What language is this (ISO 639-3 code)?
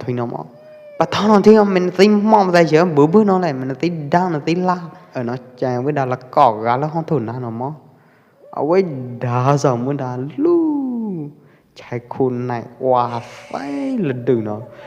kjp